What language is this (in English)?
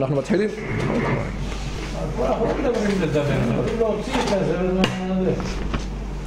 Hebrew